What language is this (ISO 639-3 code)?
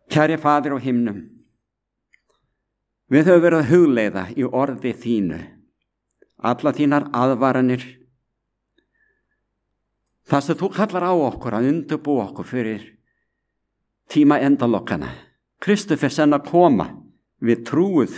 isl